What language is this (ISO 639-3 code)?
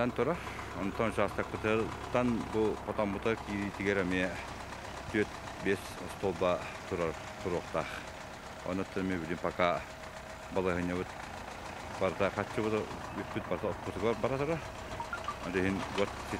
sah